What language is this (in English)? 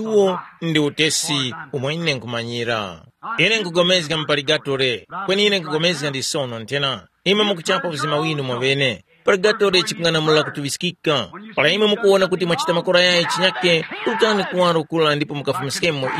Tumbuka